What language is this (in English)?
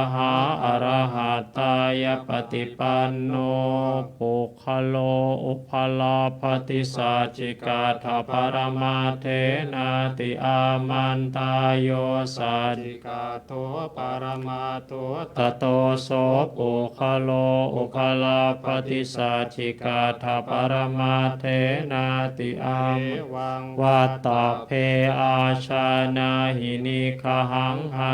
Pali